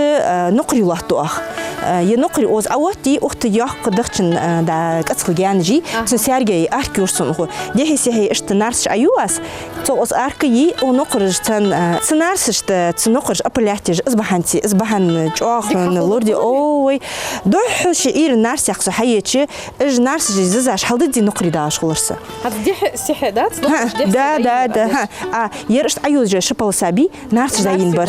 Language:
Ingush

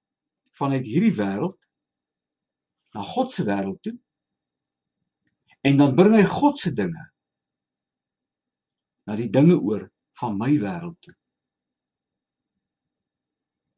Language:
Afrikaans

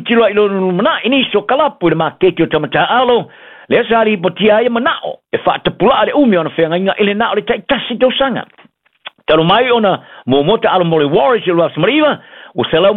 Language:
Samoan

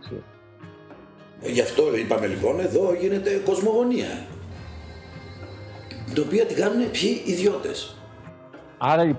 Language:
Greek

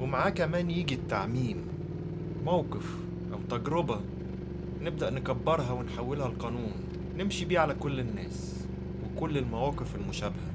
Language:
Egyptian Arabic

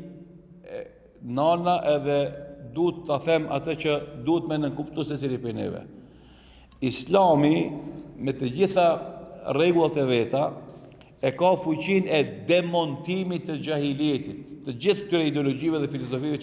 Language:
Albanian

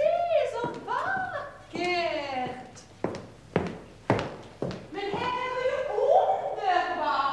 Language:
Swedish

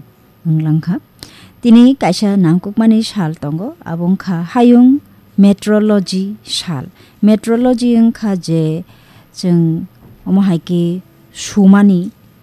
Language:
Kok Borok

